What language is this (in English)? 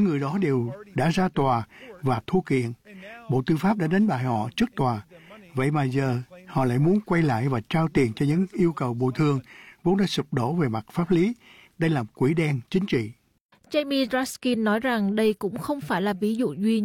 Vietnamese